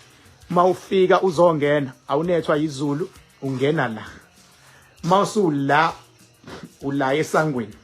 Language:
Zulu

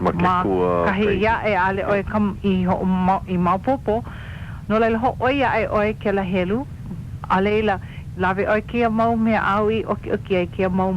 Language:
Hawaiian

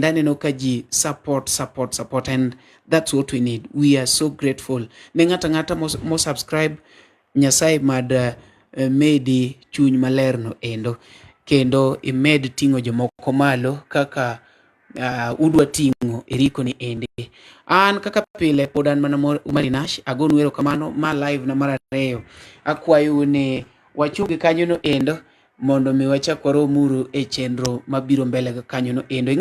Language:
Luo (Kenya and Tanzania)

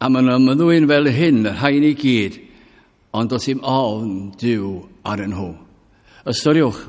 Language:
Welsh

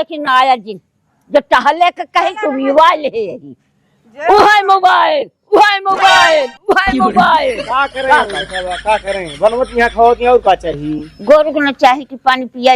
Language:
Awadhi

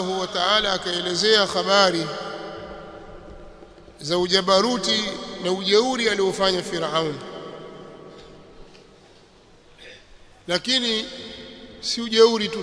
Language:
Swahili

